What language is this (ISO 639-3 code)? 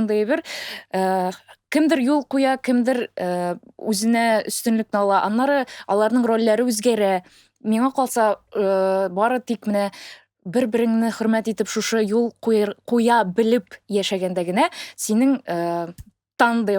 tat